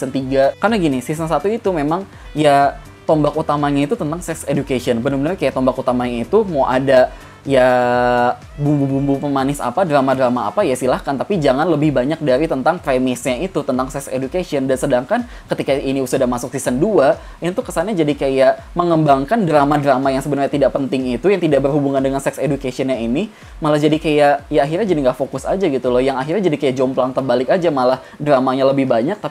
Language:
Indonesian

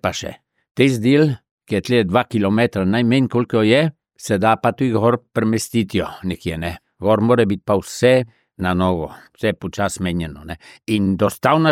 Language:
Slovenian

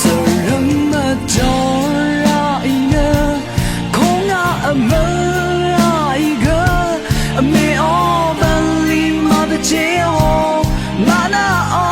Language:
Rawang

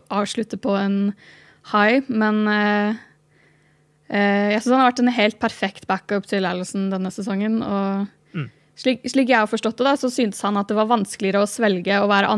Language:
Norwegian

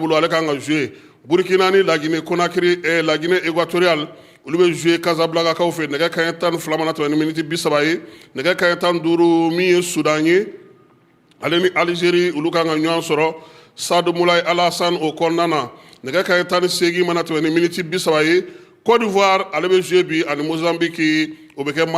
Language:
Bambara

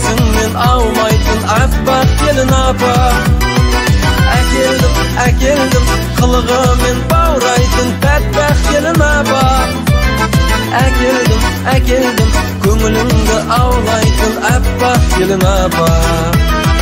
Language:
Kazakh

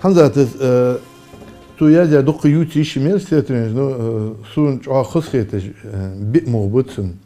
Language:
Ingush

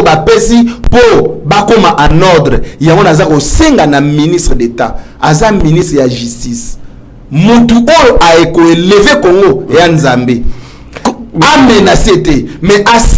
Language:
Lingala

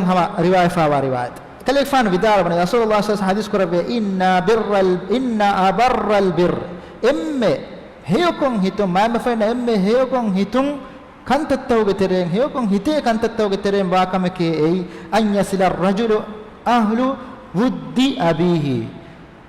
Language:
Divehi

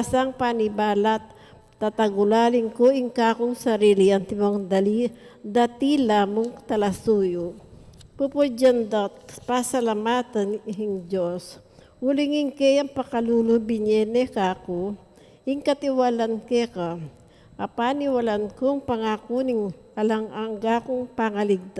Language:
Pampanga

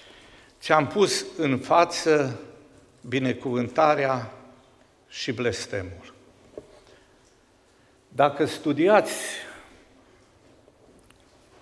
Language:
Romanian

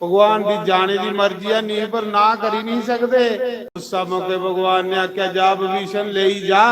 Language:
Dogri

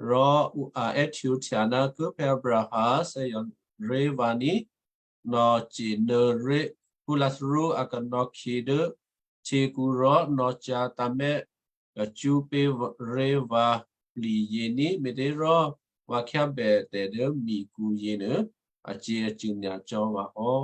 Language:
Western Kayah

